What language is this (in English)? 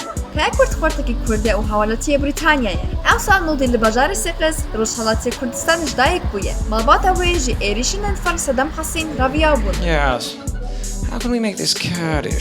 Kurdish